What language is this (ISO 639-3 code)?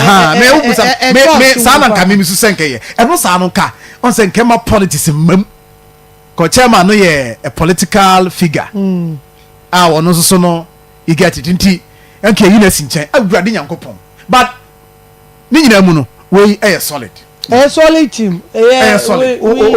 aka